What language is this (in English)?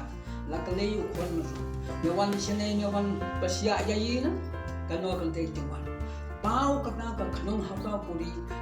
Khasi